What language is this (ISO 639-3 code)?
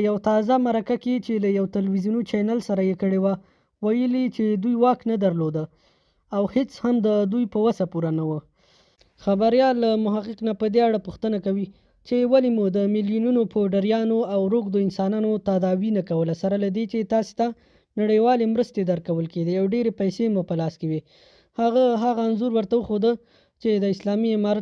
pus